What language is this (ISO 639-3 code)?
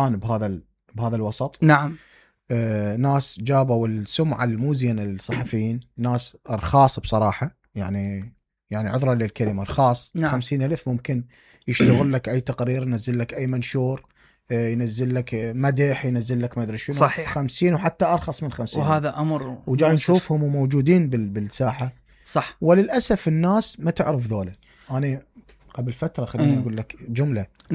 acm